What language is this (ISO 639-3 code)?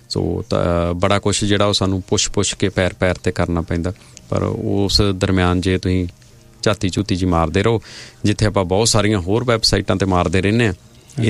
pan